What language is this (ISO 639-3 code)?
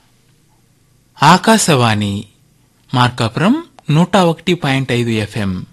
tel